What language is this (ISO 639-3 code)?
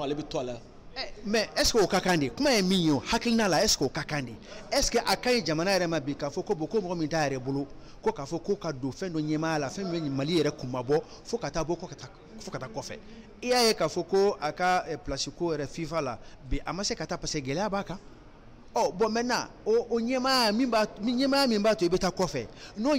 bam